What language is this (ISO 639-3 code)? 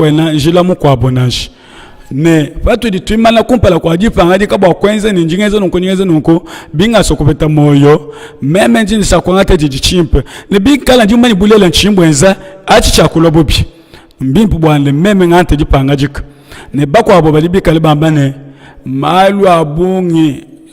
lua